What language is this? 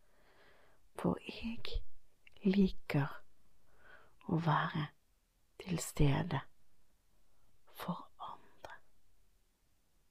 Norwegian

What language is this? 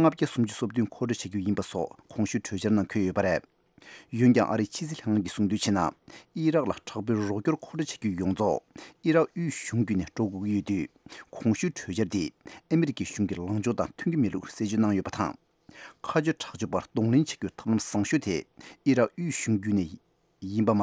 Tibetan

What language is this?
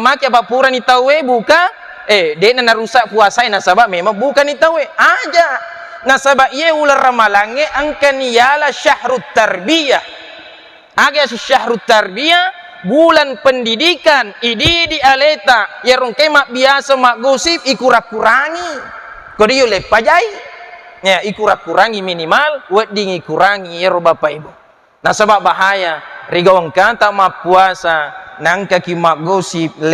Buginese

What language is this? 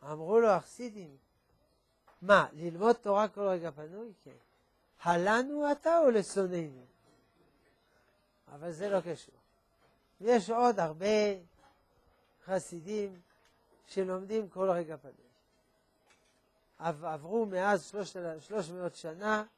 Hebrew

